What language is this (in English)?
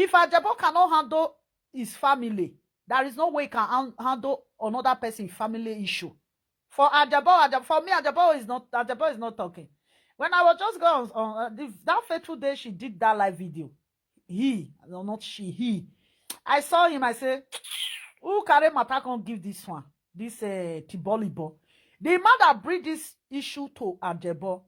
Nigerian Pidgin